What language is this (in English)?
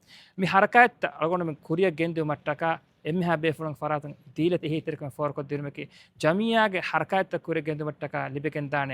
Divehi